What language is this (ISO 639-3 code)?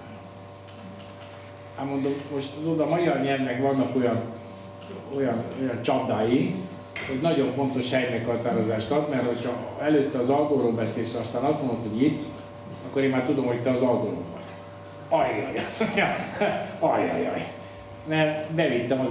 hun